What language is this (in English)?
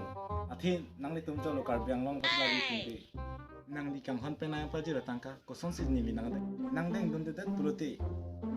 Karbi